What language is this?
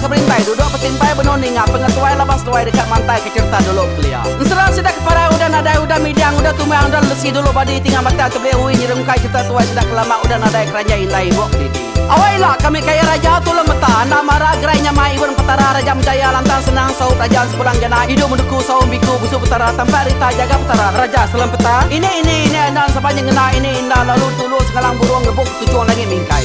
Iban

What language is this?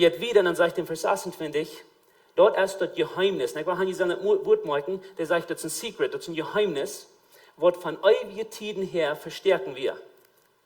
Plautdietsch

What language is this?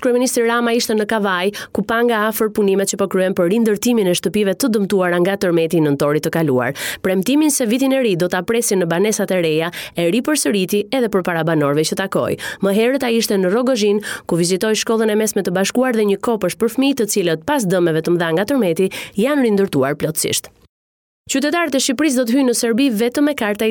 Albanian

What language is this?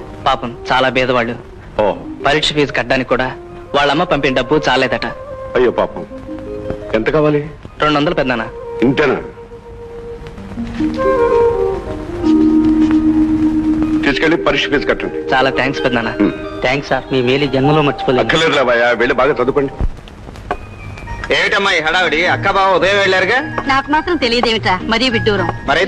Telugu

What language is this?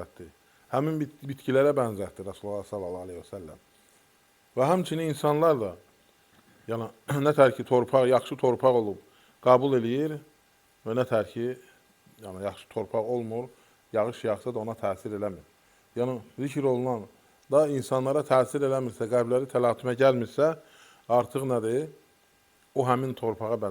Azerbaijani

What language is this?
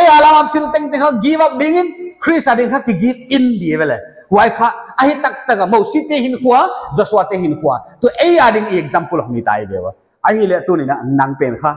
Paite Chin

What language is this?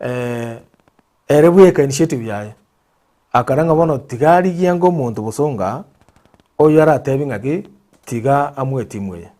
Gusii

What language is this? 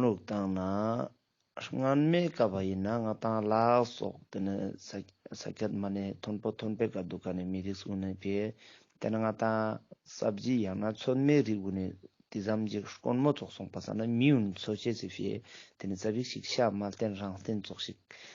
Ladakhi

